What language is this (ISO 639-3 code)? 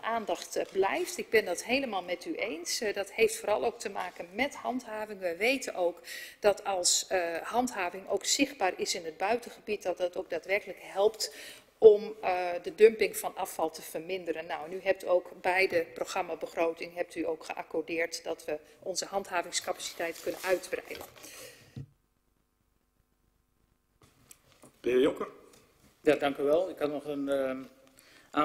nld